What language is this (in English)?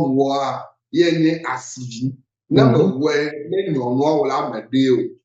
Ewe